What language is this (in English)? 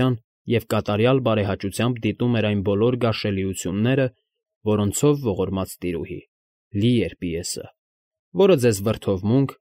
Armenian